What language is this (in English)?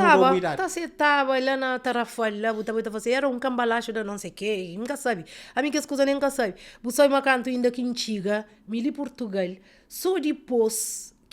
Kabuverdianu